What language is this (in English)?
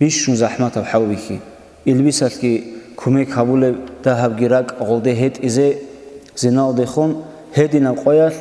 Avaric